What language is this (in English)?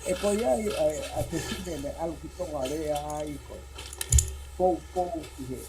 Tongan